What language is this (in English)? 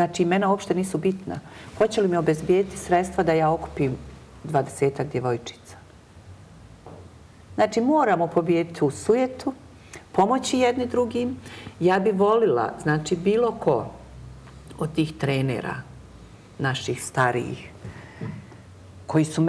Bosnian